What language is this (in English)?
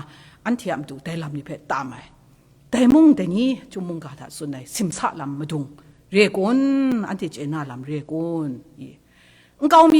Kachin